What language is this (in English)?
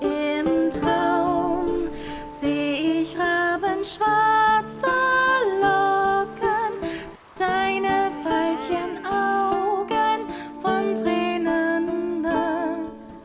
Swiss German